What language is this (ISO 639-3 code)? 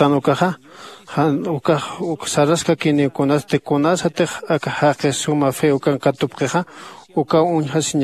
aym